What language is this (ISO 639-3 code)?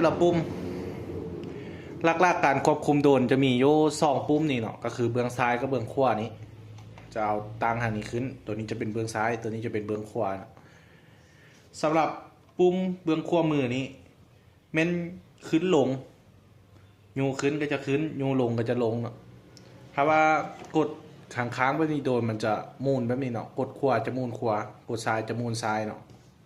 lao